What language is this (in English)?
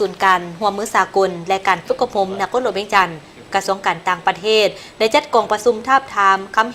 Lao